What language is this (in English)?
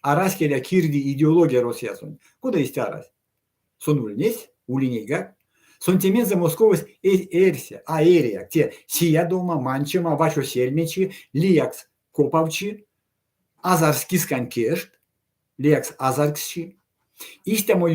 Erzya